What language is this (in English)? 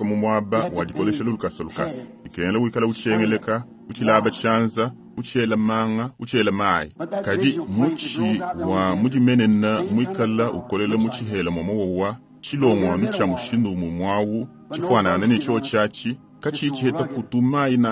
Luba-Lulua